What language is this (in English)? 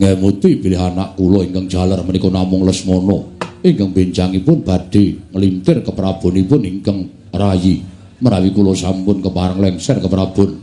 Javanese